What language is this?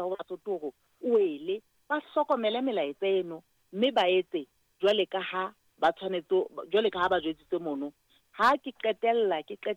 Southern Sotho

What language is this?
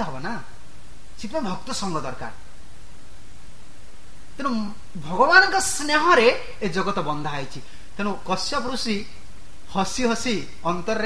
Odia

